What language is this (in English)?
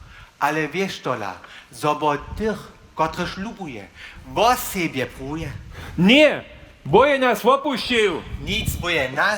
Upper Sorbian